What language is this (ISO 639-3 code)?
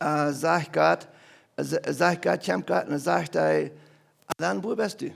pdt